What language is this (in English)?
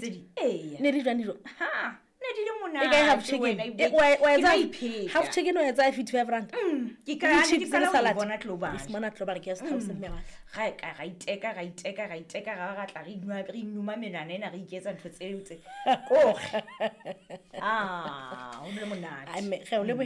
Southern Sotho